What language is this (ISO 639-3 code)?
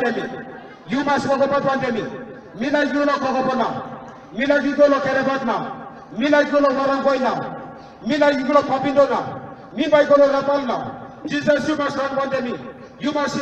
tpi